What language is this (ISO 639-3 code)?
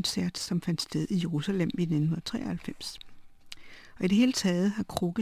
dan